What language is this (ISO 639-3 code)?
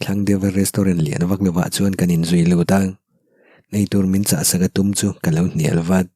lus